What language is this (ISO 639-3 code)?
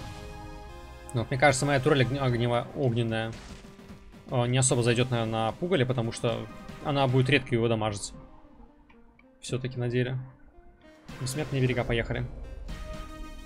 rus